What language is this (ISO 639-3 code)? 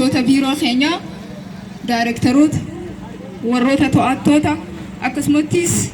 orm